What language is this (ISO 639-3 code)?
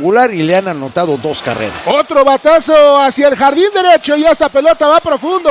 spa